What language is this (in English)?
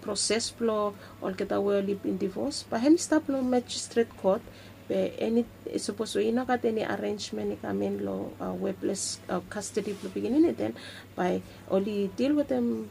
Bislama